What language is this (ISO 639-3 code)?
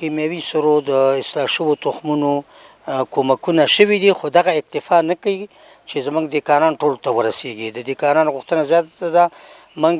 pus